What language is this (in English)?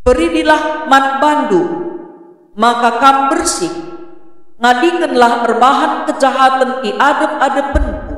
Batak Karo